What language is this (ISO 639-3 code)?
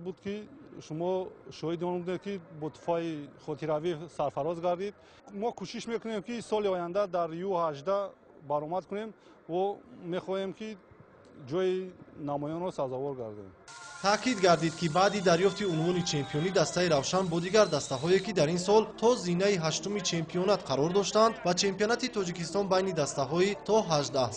tgk